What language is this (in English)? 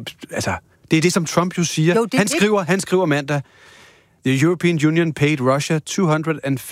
Danish